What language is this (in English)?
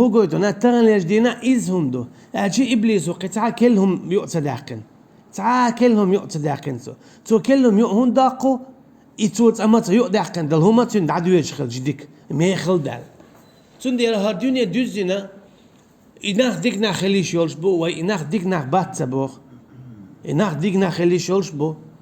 Chechen